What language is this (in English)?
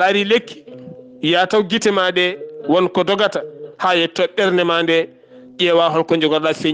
Fula